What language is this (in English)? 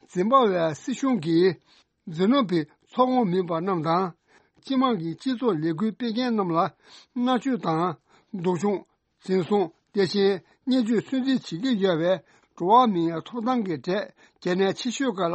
Tibetan